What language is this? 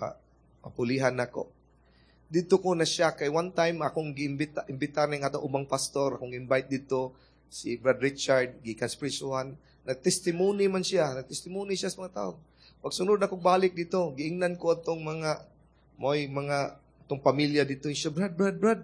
Cebuano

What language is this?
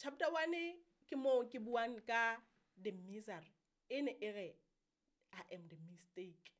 Southern Sotho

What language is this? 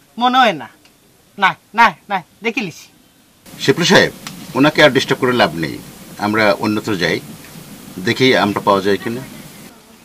Sylheti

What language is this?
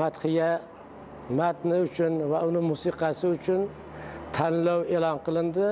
Uzbek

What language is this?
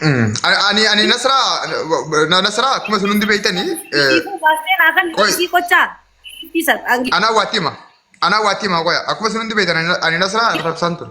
Oromo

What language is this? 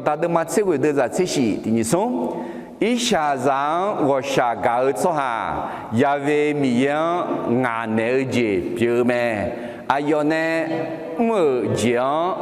Akha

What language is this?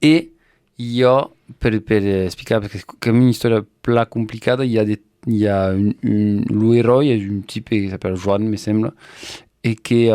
Occitan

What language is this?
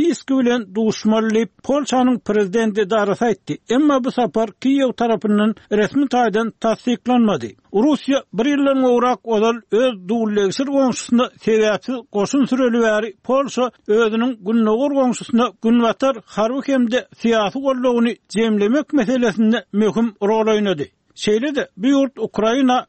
Turkmen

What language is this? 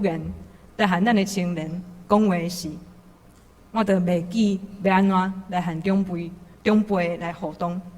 Min Nan Chinese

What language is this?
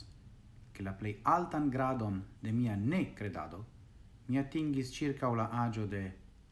Esperanto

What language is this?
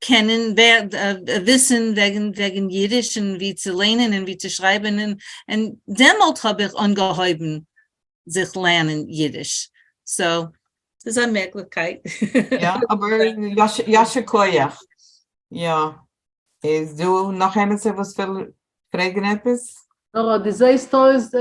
Yiddish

